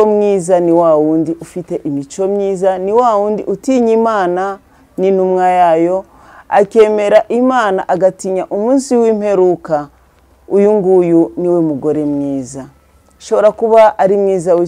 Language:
Kinyarwanda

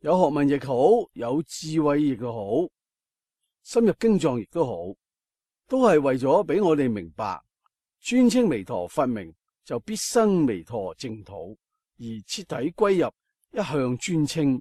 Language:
Cantonese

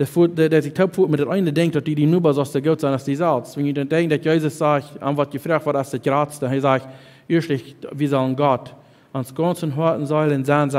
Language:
Plautdietsch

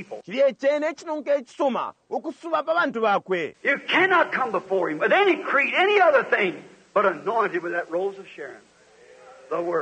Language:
Bemba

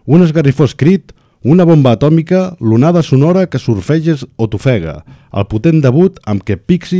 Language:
Catalan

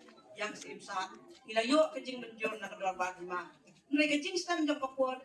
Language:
Khasi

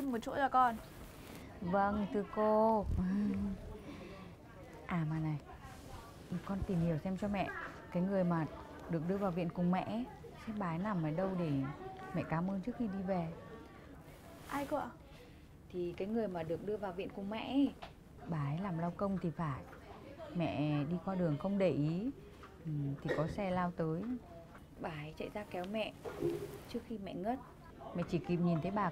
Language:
Vietnamese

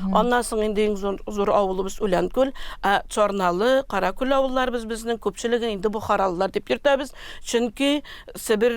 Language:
Tatar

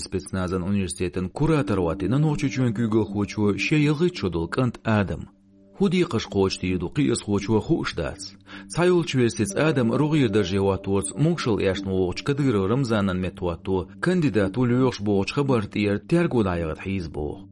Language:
Chechen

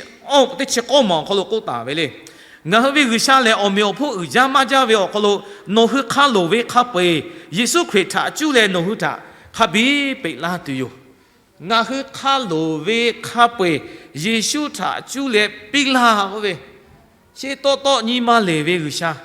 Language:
Lahu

